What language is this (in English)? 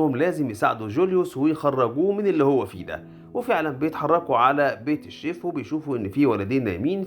Egyptian Arabic